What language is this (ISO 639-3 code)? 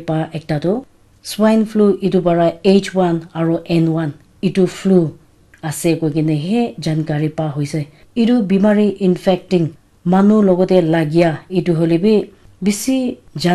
nag